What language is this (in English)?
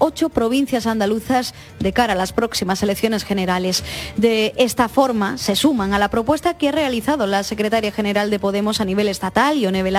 Spanish